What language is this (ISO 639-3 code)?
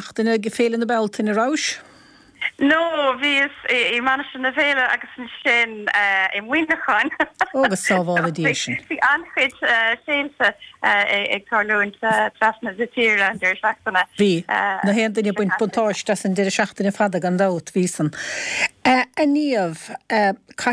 gle